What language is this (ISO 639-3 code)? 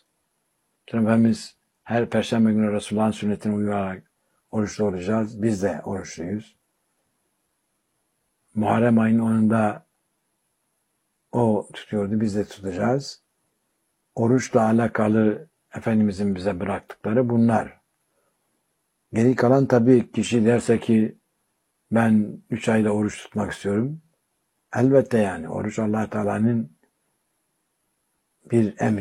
tur